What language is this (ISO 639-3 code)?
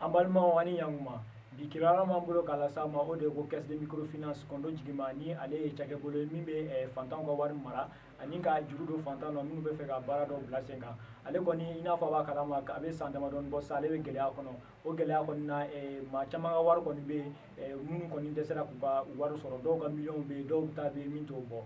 bam